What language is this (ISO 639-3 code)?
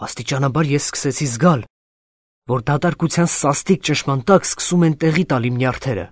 hye